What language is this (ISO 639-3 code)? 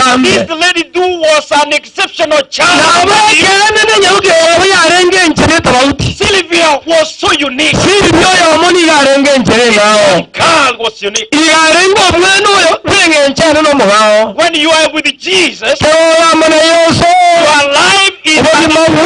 guz